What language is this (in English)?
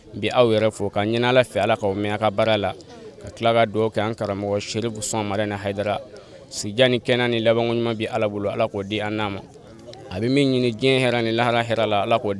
Bambara